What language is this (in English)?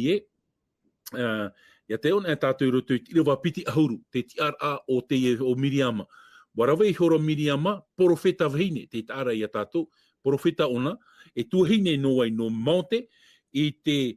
Tahitian